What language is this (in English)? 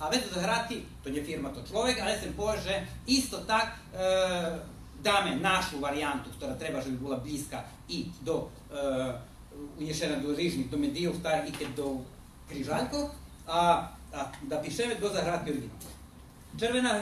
Rusyn